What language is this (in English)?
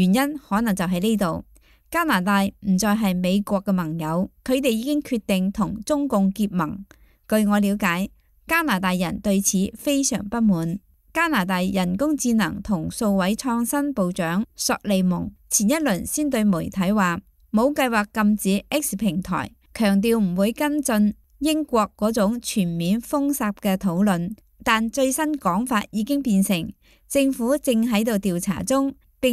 Cantonese